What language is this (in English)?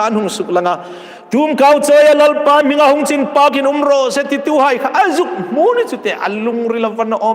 Hmar